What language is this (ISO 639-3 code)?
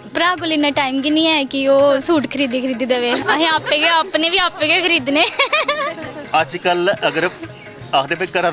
doi